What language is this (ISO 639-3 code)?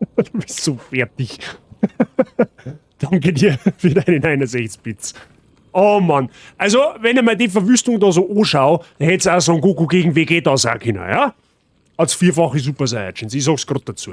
bar